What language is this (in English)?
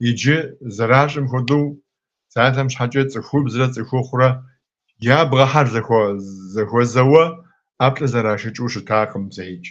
Kabardian